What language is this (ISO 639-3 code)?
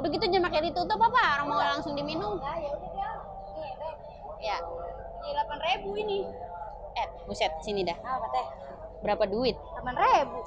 bew